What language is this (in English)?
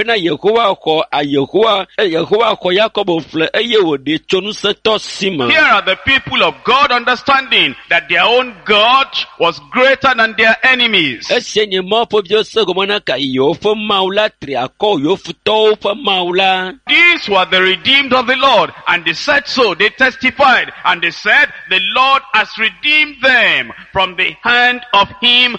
Ewe